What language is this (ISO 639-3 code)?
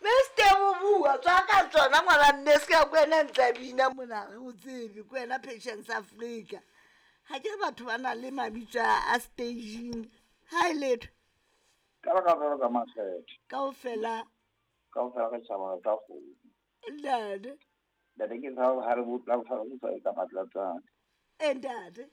sot